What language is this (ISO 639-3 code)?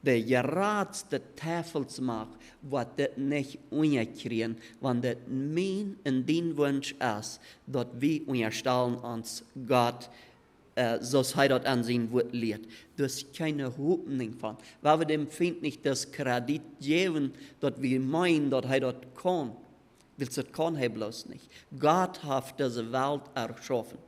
pdt